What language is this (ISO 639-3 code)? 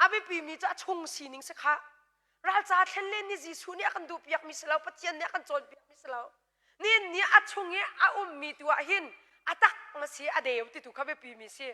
cnh